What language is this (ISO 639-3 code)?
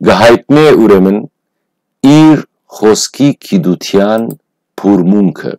hyw